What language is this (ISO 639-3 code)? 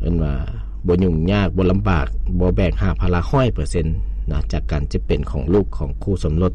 lao